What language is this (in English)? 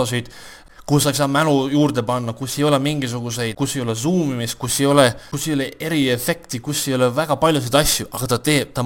Estonian